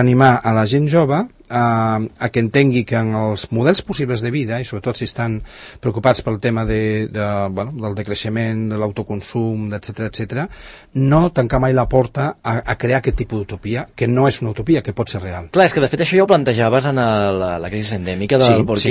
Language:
Catalan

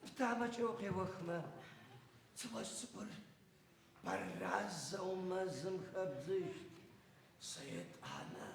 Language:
Adyghe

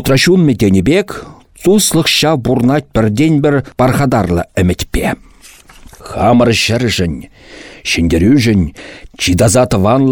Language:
Chuvash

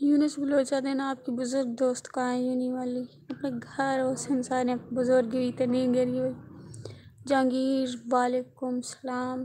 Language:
Saraiki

